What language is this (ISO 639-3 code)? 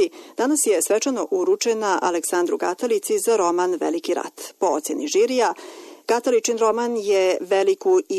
srp